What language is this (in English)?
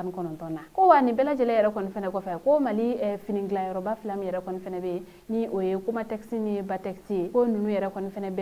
Bambara